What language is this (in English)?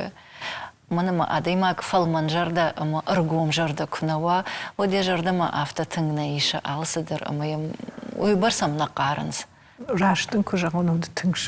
Ossetic